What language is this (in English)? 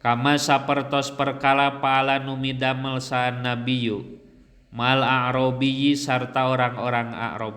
Sundanese